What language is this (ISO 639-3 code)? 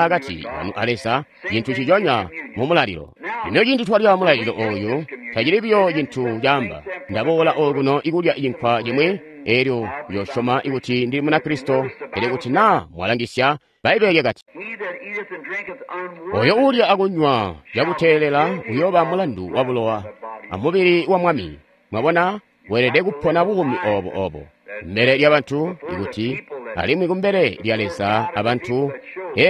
toi